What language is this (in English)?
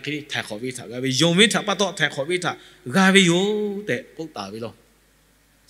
Lahu